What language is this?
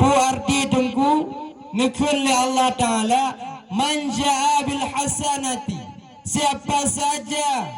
Achinese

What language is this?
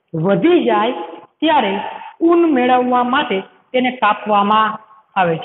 Gujarati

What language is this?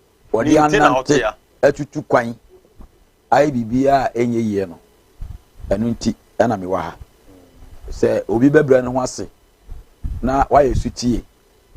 Akan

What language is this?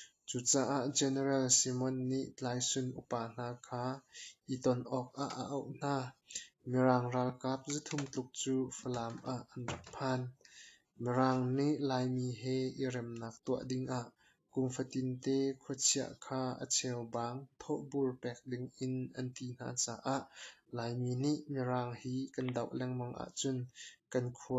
Hakha Chin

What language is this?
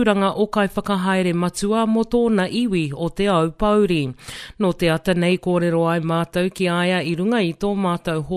Māori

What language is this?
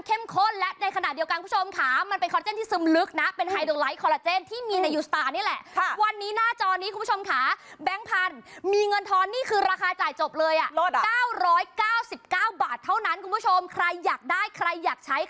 Thai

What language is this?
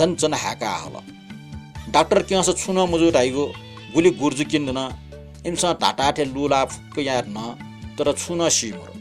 Newari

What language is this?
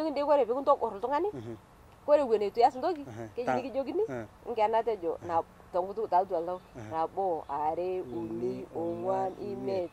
Masai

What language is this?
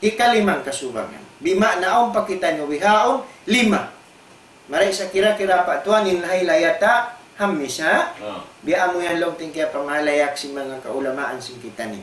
Tausug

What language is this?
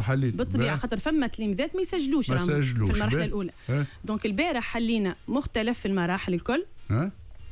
Tunisian Arabic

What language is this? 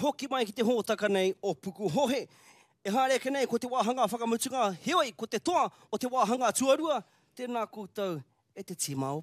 Māori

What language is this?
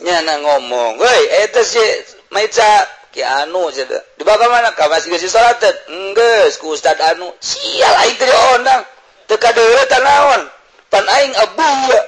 Sundanese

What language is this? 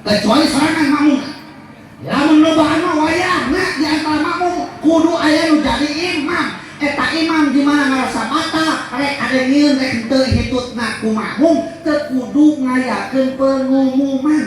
Sundanese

